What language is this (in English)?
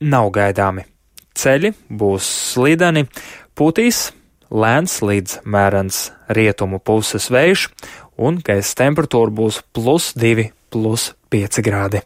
Latvian